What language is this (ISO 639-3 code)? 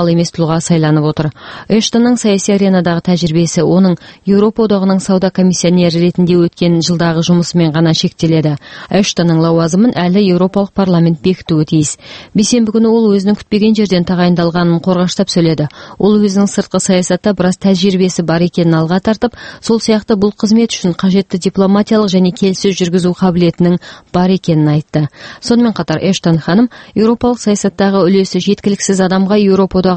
kaz